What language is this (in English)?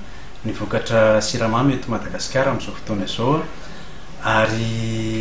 Malagasy